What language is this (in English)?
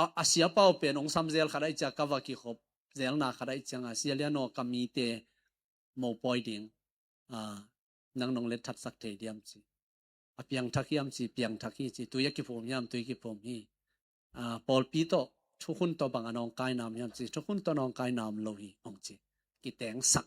Tedim Chin